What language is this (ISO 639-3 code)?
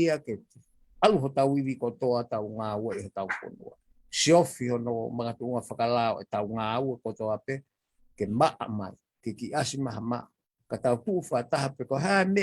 ton